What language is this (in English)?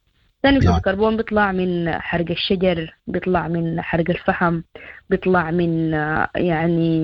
Sudanese Arabic